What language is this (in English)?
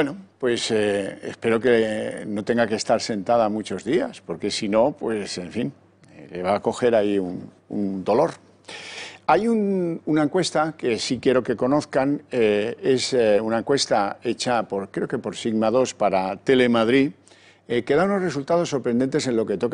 Spanish